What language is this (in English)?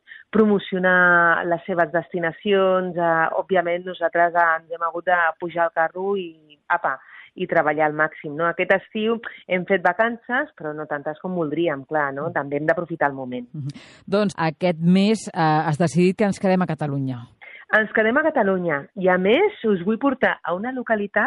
Catalan